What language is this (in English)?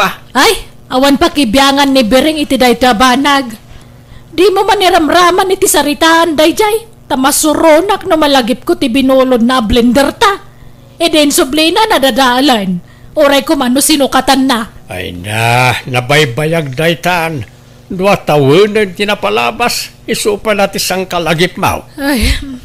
Iloko